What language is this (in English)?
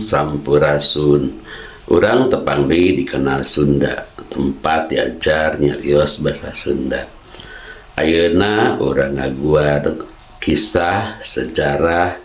Sundanese